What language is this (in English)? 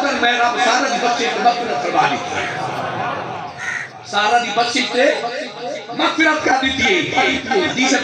Punjabi